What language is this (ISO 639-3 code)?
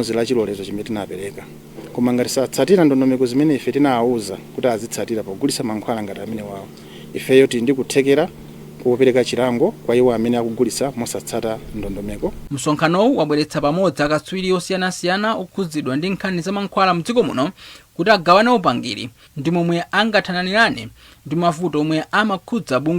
nya